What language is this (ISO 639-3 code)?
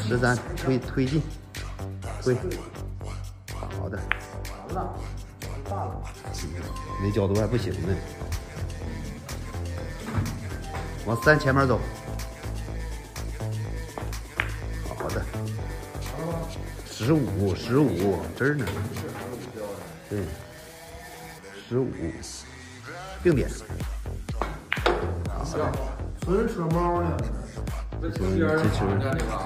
zho